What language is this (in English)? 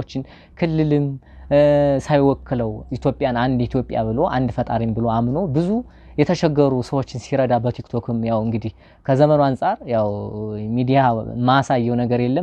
Amharic